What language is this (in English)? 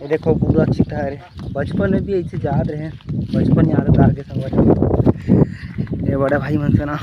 Chhattisgarhi